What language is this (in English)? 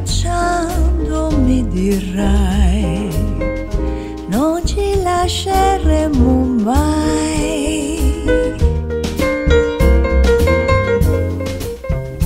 Italian